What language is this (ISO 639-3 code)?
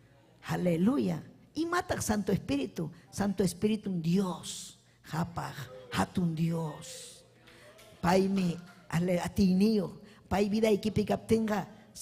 quy